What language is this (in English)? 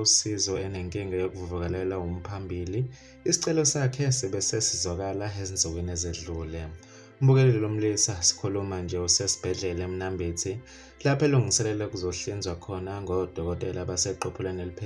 Zulu